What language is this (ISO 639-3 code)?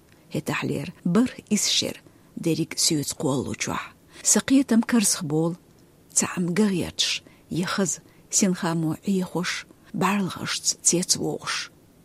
che